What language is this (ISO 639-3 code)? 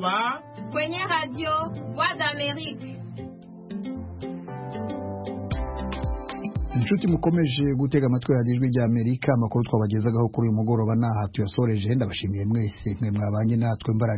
kin